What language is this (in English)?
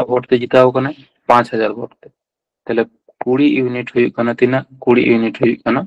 Santali